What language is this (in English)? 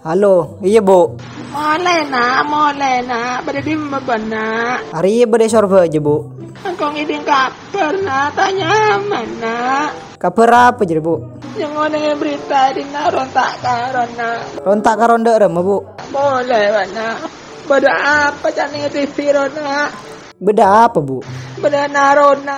Madurese